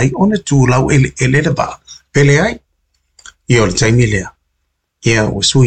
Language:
Samoan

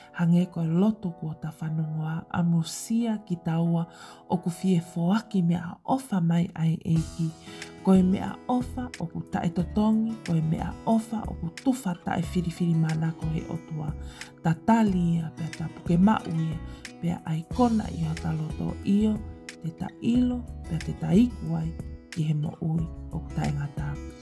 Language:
Tongan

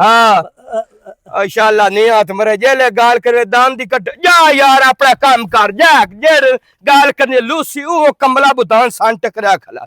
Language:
Western Panjabi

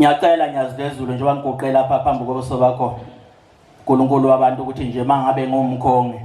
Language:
Zulu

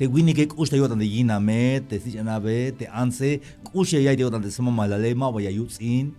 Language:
Tzeltal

